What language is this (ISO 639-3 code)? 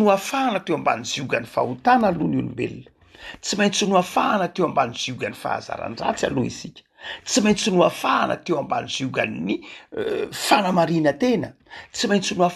mlg